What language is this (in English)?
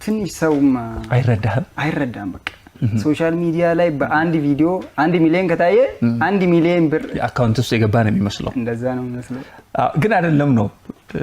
Amharic